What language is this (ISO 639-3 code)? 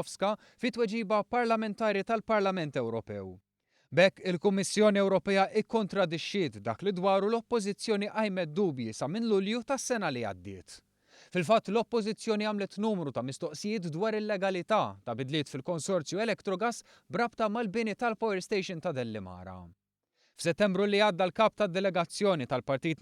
mlt